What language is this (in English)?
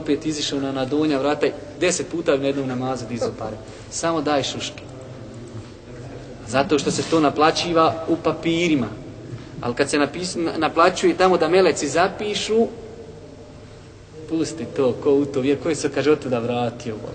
Bosnian